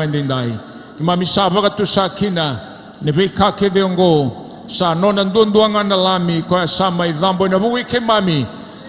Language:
Fijian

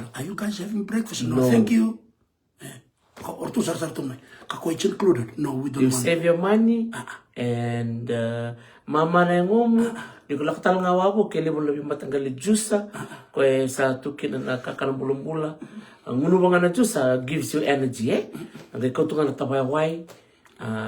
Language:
Fijian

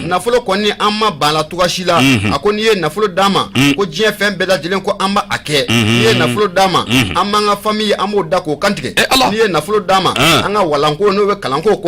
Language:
Bambara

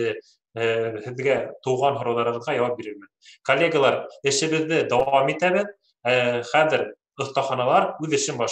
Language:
Bashkir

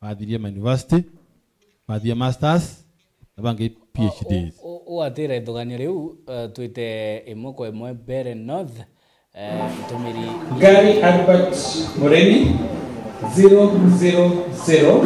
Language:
Meru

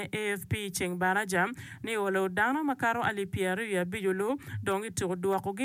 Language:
Acoli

